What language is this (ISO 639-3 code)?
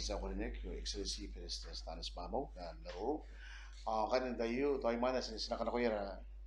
gil